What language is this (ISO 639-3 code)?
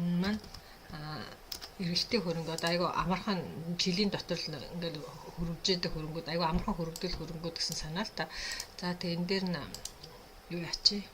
mon